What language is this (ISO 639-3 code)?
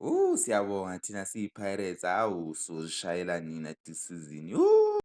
zul